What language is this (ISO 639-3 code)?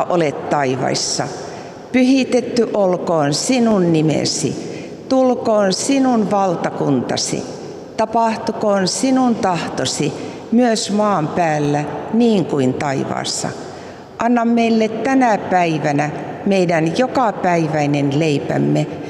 fin